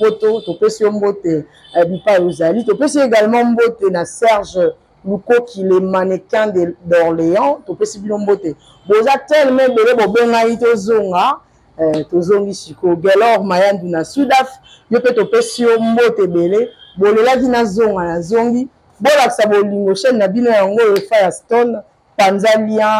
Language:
Lingala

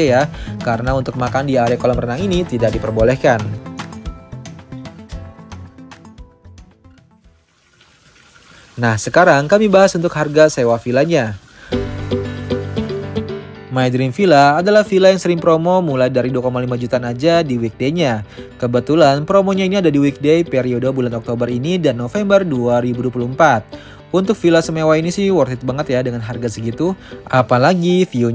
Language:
Indonesian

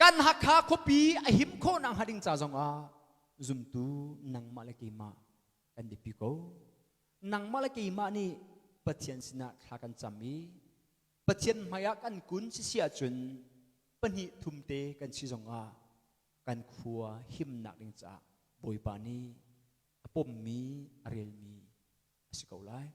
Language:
Hakha Chin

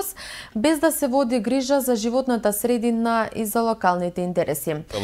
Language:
Macedonian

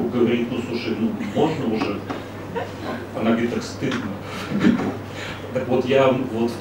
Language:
Russian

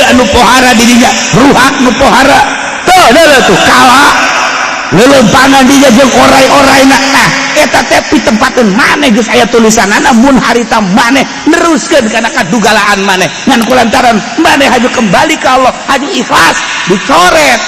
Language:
Sundanese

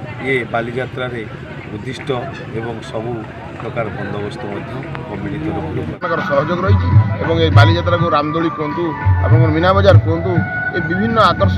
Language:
Odia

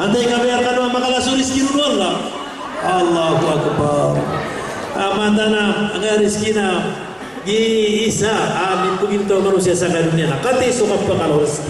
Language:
Maranao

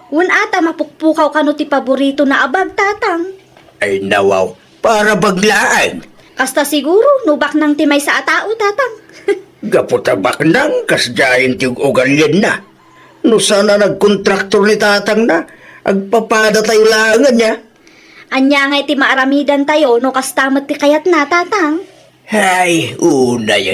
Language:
Iloko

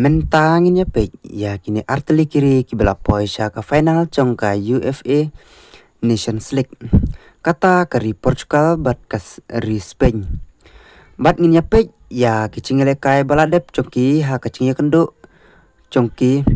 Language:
Khasi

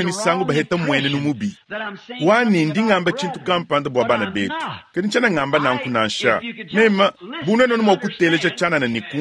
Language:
Luba-Lulua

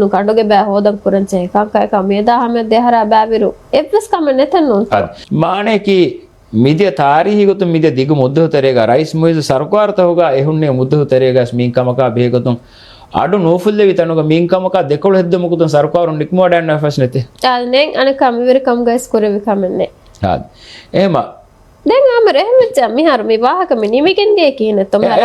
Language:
Divehi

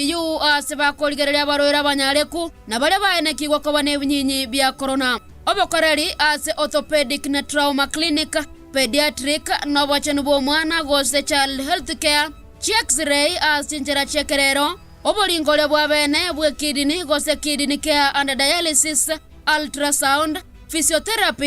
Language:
Gusii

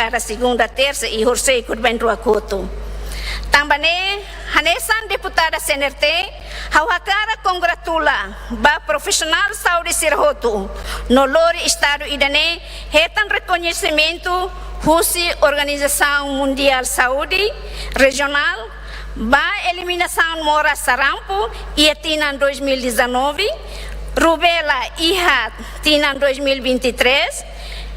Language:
Tetum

